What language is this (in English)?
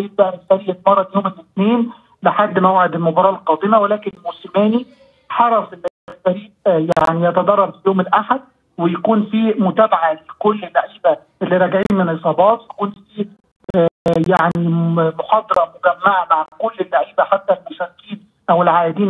Egyptian Arabic